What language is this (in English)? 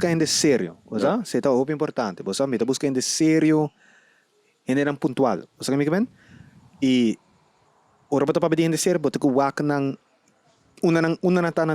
Papiamento